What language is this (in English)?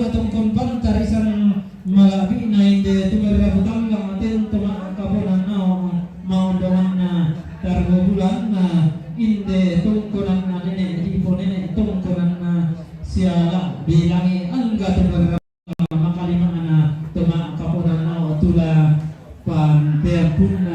Toraja-Sa'dan